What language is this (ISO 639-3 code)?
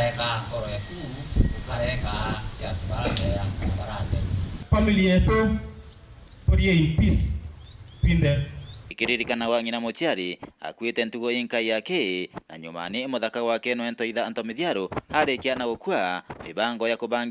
mer